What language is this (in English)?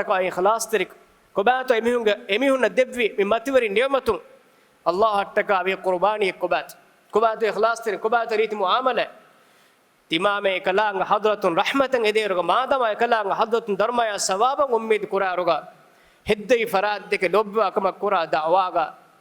Divehi